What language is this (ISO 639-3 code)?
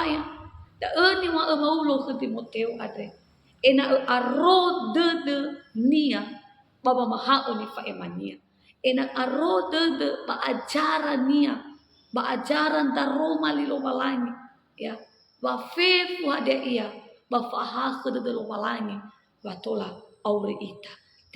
nia